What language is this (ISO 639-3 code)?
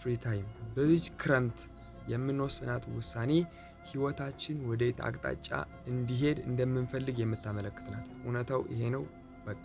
amh